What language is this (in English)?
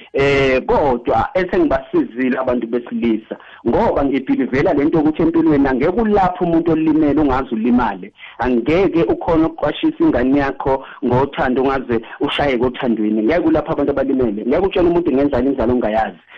South Ndebele